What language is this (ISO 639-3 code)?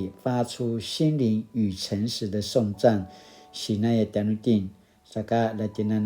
pwn